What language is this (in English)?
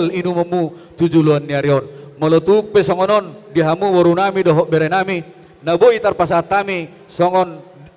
Batak Toba